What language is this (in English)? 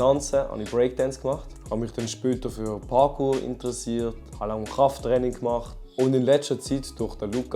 Swiss German